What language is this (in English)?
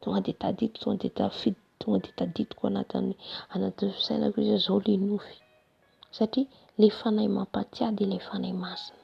Malagasy